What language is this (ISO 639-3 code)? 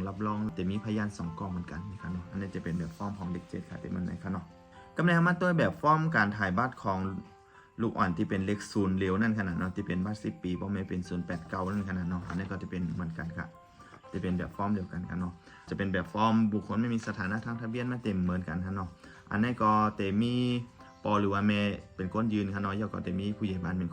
shn